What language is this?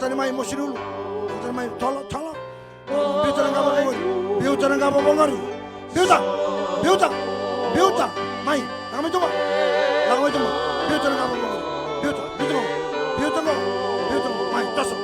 Fijian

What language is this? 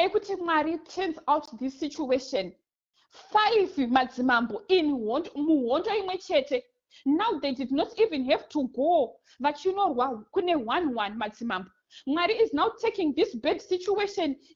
Shona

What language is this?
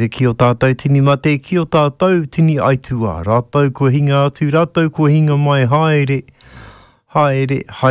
Māori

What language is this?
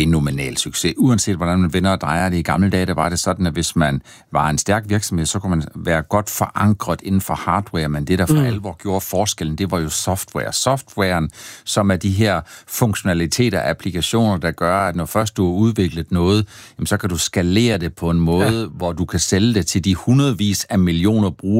Danish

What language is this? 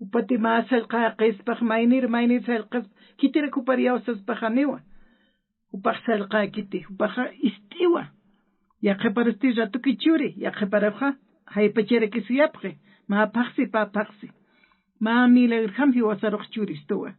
Aymara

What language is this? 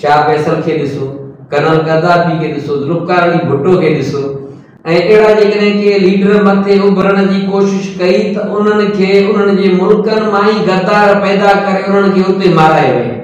Sindhi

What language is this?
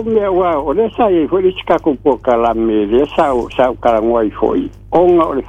Samoan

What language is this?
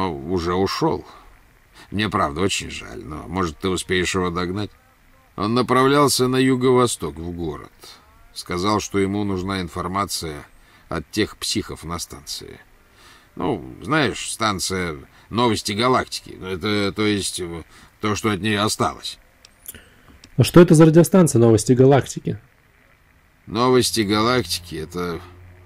Russian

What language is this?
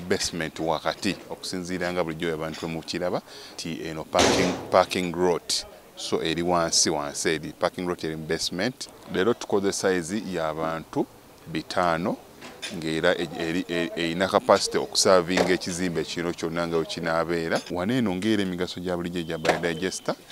Ganda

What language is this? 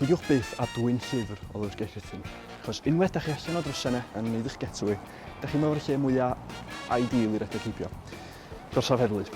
Welsh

